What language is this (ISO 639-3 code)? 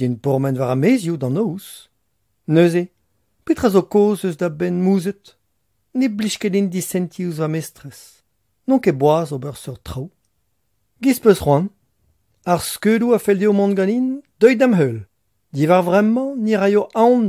bre